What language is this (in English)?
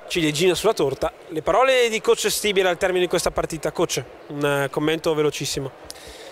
Italian